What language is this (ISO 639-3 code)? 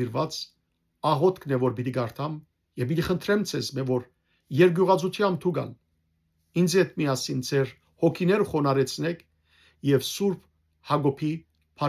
hyw